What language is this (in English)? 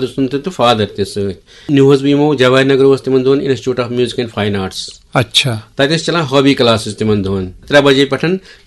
Kashmiri